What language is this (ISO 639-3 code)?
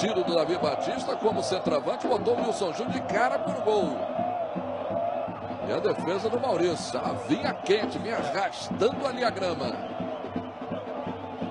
por